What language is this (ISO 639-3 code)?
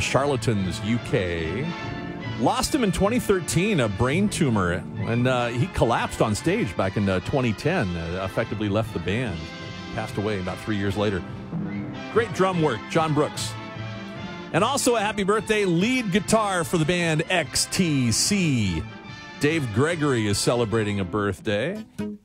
eng